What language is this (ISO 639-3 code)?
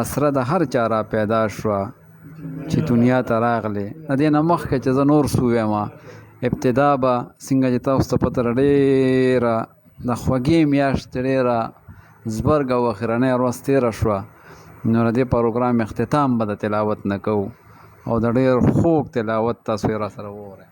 pus